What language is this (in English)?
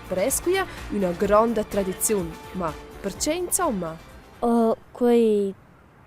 Romansh